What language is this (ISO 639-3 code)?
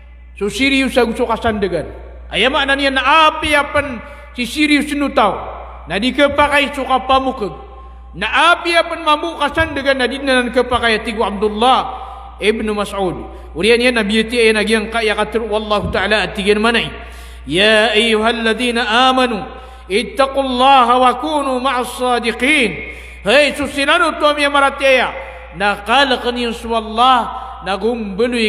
mrw